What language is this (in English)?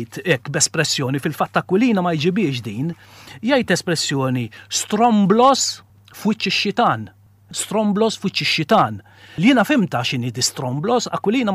Maltese